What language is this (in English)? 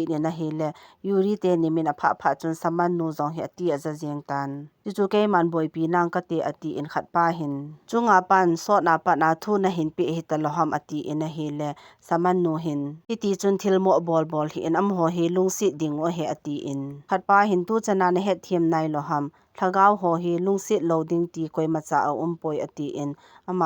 Thado Chin